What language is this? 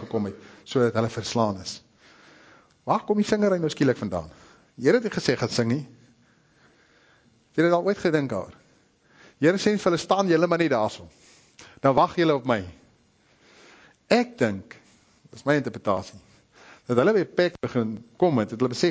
Afrikaans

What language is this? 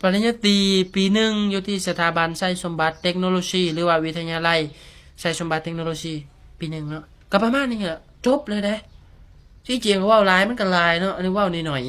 Lao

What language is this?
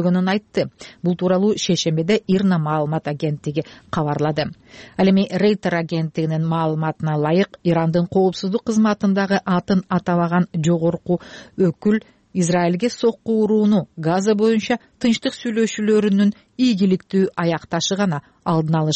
Kyrgyz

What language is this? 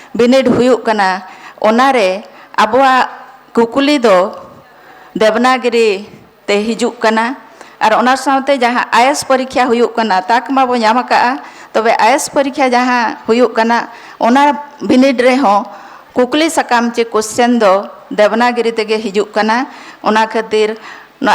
Santali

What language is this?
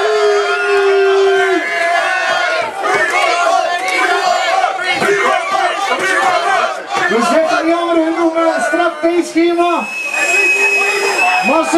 Dutch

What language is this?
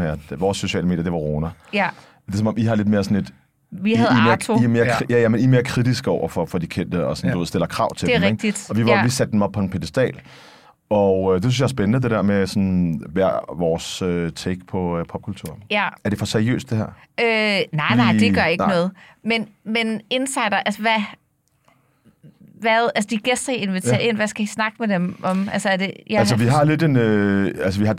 Danish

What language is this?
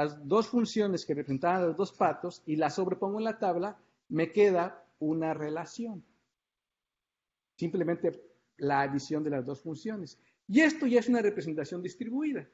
Spanish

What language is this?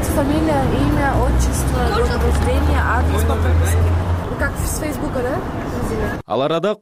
Kyrgyz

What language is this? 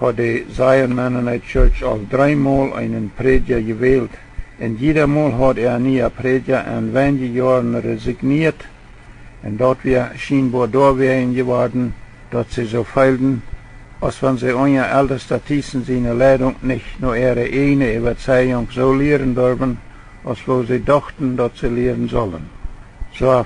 Plautdietsch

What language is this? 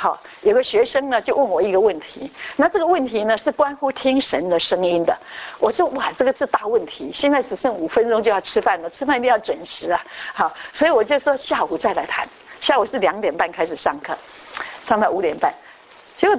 Chinese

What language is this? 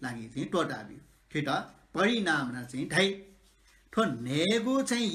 Newari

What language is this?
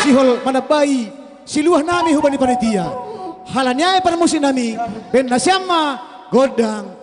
Batak Simalungun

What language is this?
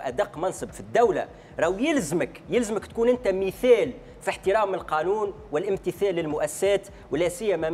Tunisian Arabic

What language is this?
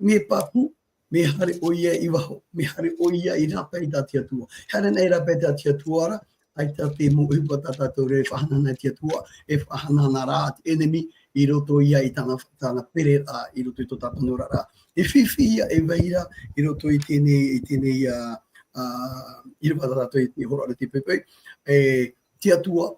Tahitian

